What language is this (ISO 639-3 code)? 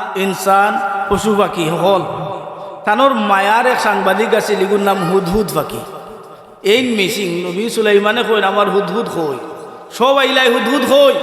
syl